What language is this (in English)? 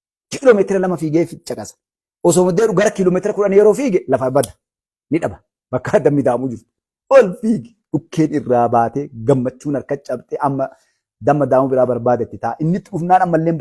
Oromo